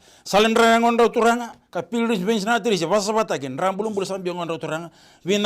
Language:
Fijian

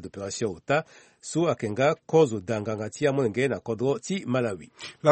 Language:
Sango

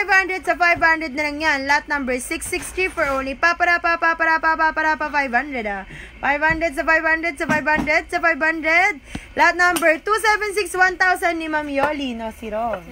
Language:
Filipino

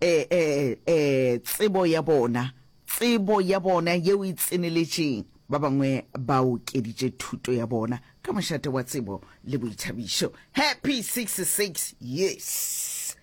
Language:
Northern Sotho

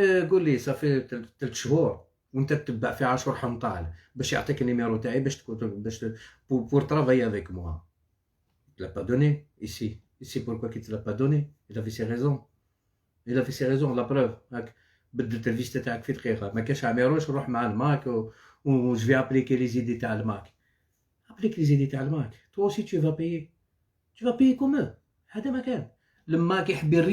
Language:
Algerian Arabic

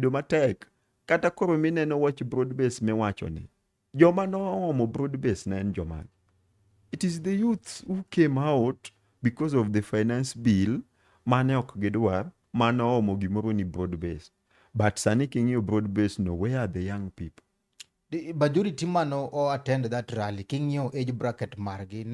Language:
Luo (Kenya and Tanzania)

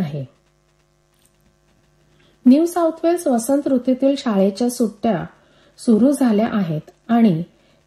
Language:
Marathi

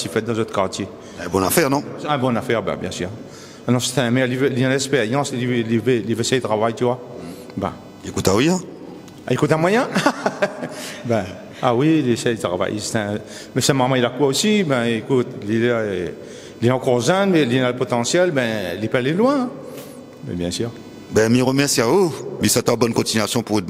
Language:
Réunion Creole French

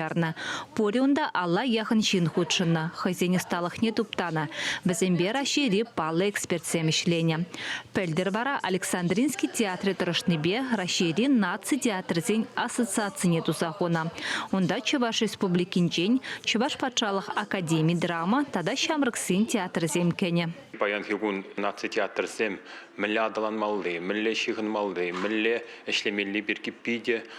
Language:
Chuvash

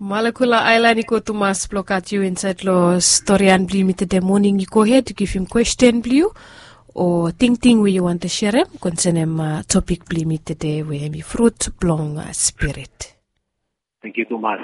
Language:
Bislama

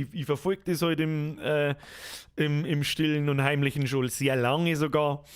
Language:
Bavarian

